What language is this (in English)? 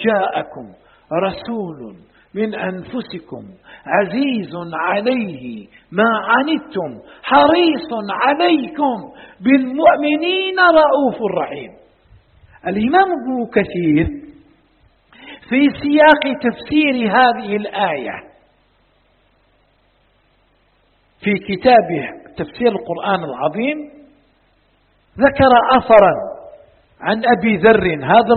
Arabic